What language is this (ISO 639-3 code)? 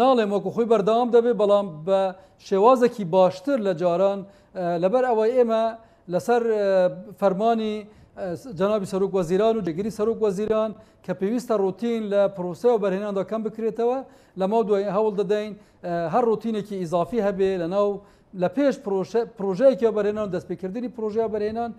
ckb